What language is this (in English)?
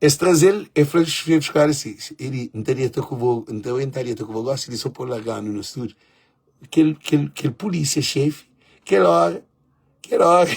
Kabuverdianu